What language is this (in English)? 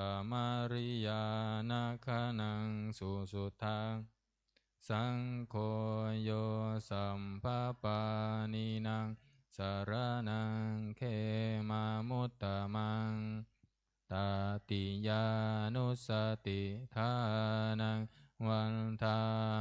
Pali